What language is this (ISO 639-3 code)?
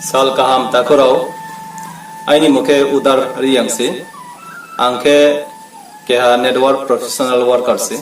ria